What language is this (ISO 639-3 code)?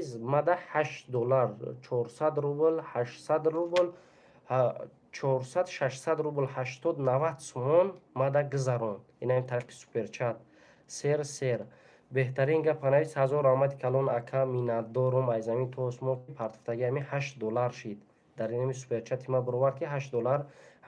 tgk